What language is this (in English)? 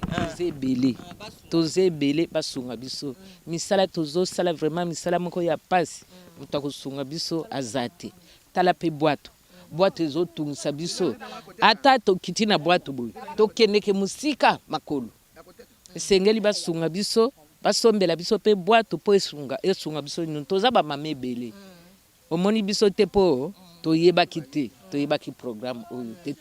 Lingala